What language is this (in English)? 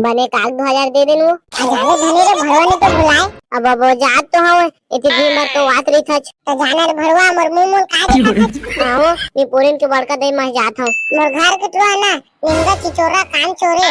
Chhattisgarhi